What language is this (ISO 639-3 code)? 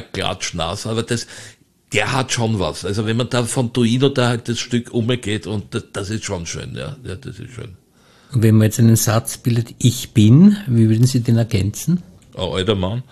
deu